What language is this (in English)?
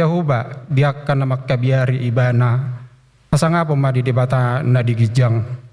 Batak Toba